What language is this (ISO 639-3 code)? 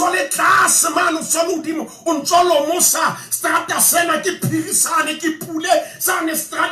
sot